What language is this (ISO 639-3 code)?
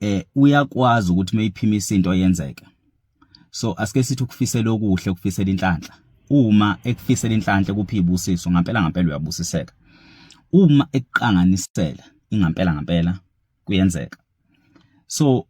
zul